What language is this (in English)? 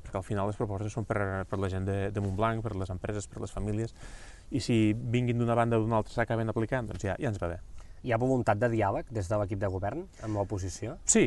Catalan